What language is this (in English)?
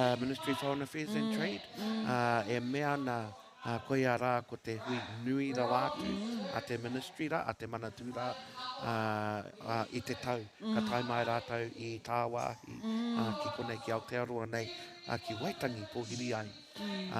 Māori